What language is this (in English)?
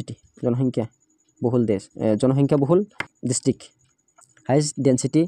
Assamese